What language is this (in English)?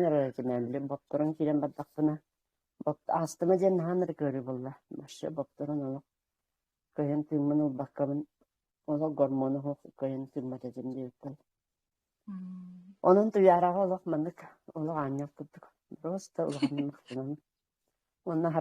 Yakut